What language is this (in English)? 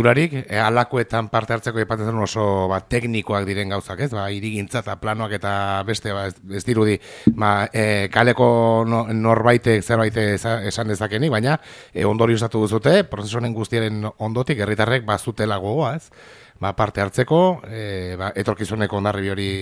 Basque